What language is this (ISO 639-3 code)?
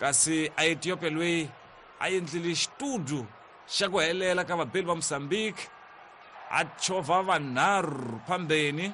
tso